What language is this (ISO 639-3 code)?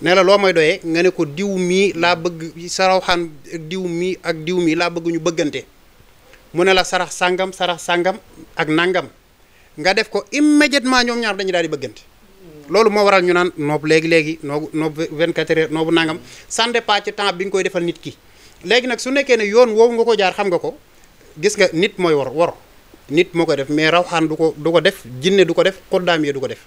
wol